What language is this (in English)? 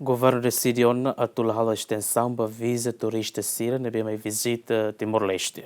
Tetum